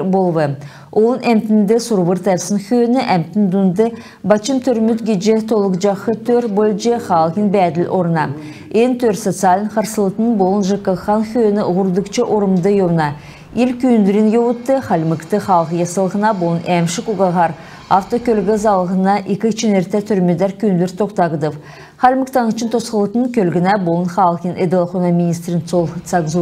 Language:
Kalmyk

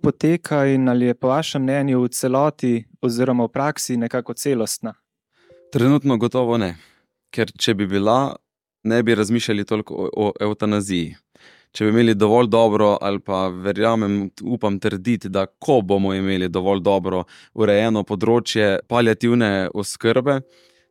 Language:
Slovenian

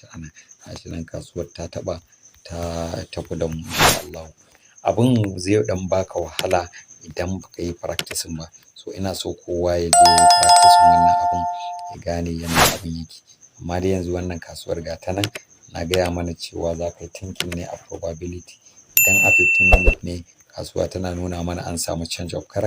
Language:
Hausa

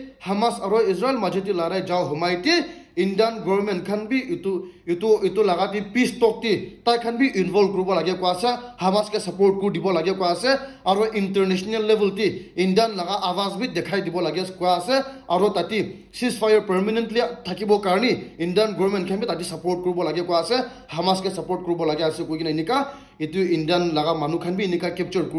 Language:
Naga Pidgin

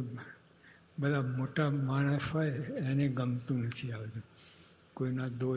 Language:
Gujarati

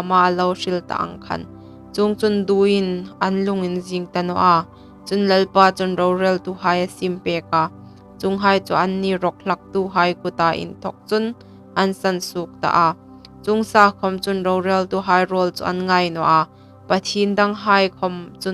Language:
Hmar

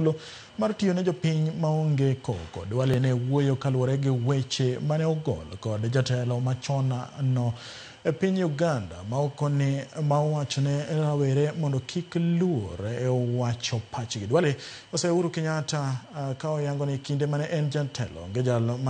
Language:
Luo (Kenya and Tanzania)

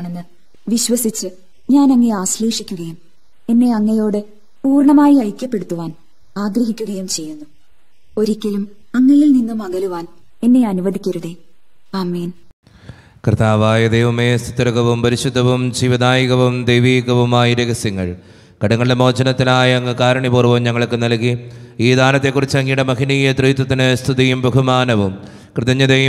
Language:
Malayalam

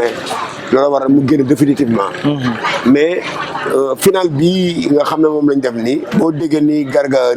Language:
Wolof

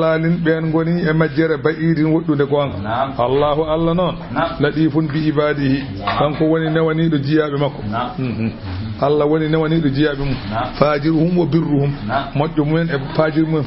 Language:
Fula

